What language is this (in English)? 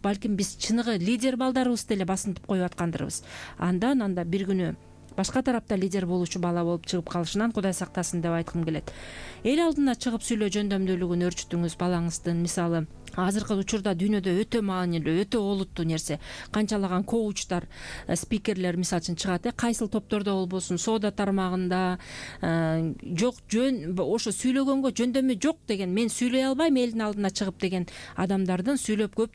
Kyrgyz